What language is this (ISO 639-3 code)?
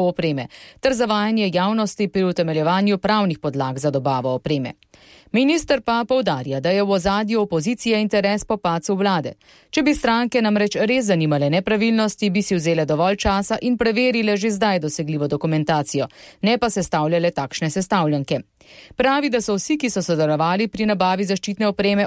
slv